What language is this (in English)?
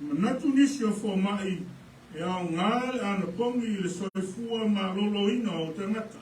Samoan